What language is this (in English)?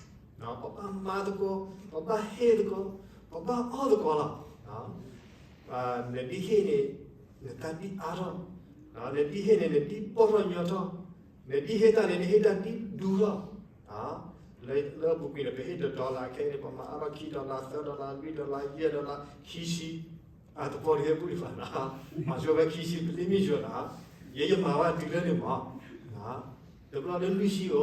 S'gaw Karen